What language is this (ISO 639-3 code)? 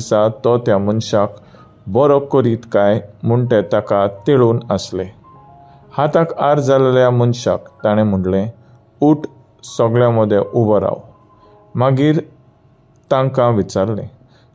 kok